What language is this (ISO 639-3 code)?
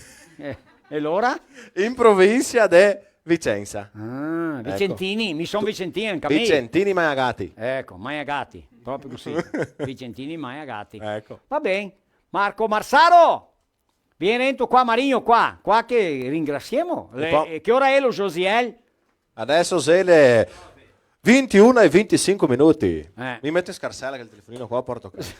vec